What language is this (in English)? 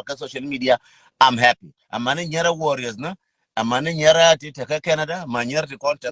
Nuer